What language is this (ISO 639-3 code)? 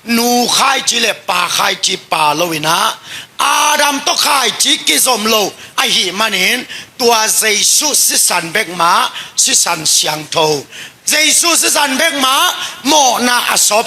ctd